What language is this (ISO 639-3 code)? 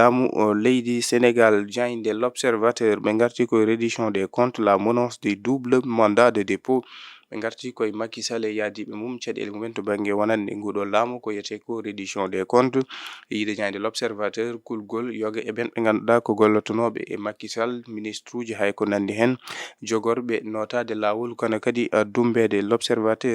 ful